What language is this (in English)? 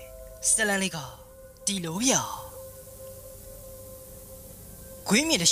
Burmese